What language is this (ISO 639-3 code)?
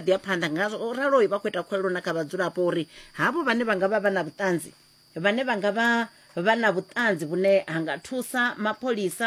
ven